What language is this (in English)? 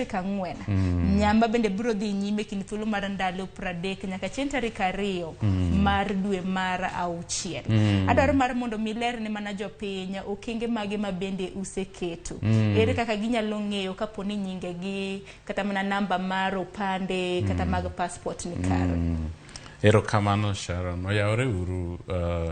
Luo (Kenya and Tanzania)